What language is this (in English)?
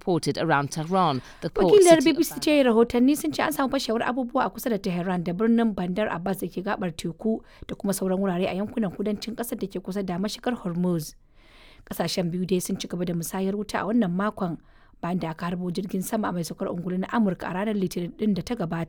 Hausa